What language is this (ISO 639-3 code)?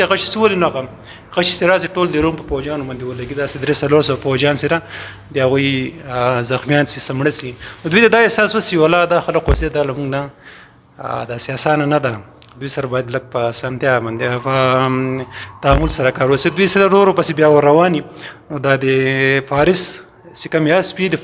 pus